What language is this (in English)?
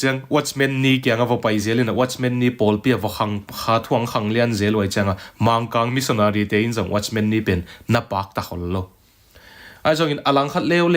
Tedim Chin